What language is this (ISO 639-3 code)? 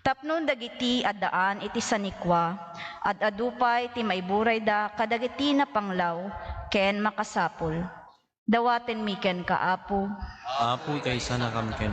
ilo